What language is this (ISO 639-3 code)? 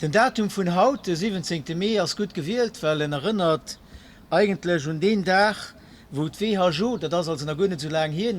ltz